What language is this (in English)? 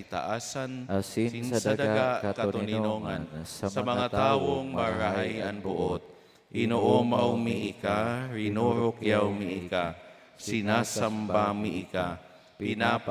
Bikol